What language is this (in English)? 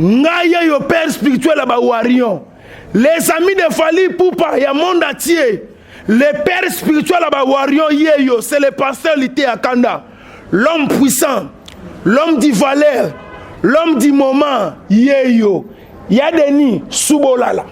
Lingala